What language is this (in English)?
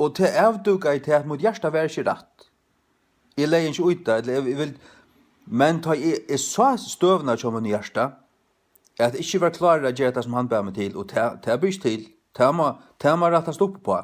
Faroese